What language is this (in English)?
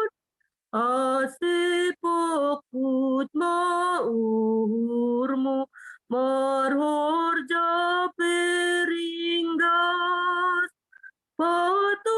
Batak Simalungun